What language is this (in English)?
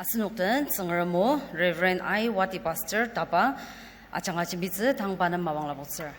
Ao Naga